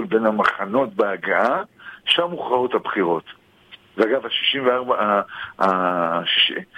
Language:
Hebrew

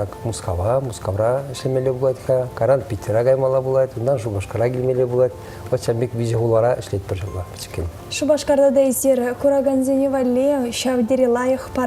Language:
Chuvash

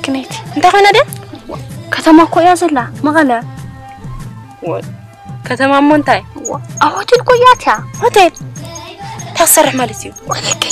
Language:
Tigrinya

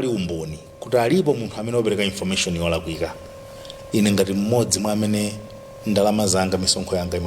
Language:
Nyanja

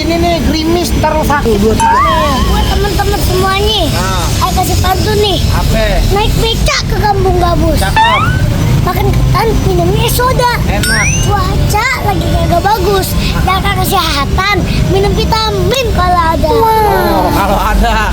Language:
Betawi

